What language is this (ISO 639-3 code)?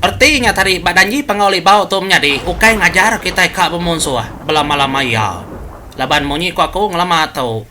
iba